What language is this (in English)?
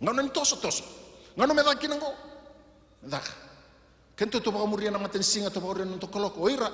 Fijian